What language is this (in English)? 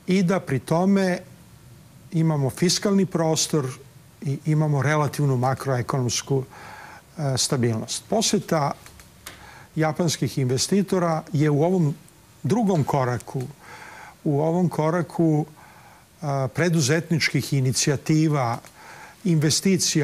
Serbian